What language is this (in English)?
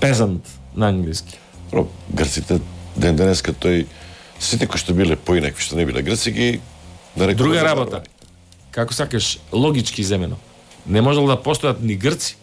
Macedonian